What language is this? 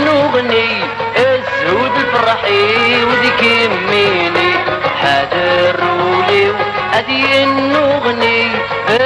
Kabyle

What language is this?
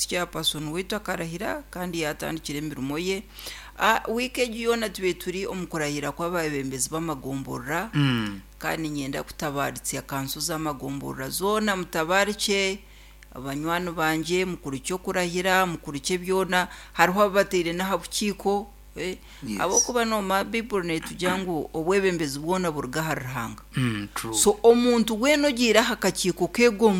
Nyankole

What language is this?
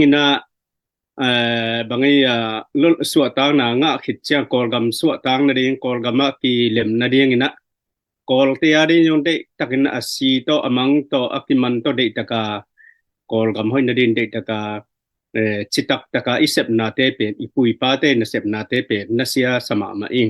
Tedim Chin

